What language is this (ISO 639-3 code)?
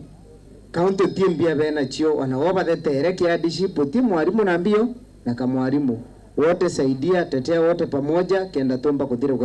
mer